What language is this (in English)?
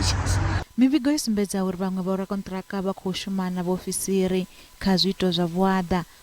Venda